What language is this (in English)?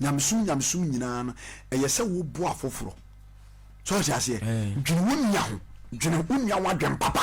Akan